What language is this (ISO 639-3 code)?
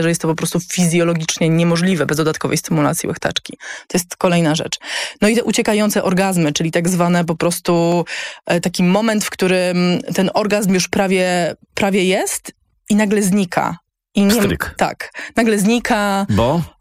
pol